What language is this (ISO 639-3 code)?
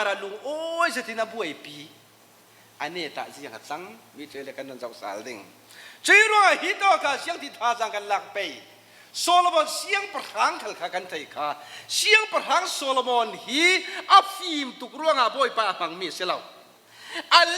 cfm